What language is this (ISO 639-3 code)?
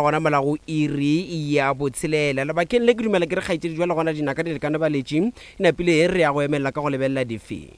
nso